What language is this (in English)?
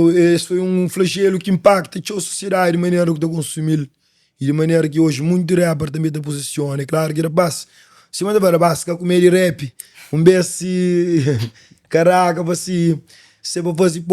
Kabuverdianu